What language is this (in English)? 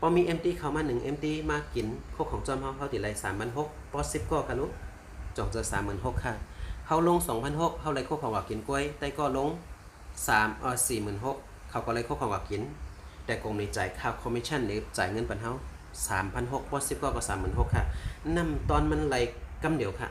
Shan